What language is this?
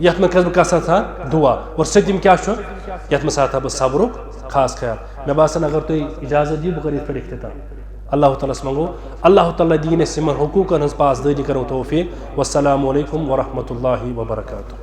Kashmiri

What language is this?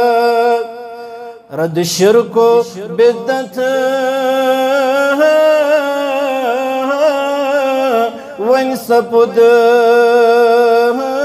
Kashmiri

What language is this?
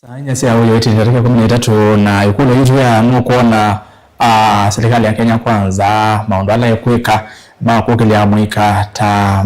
Kamba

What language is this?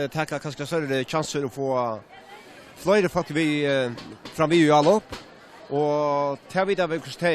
Faroese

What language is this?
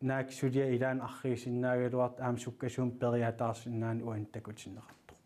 Kalaallisut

